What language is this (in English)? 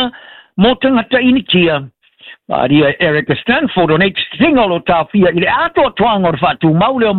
Samoan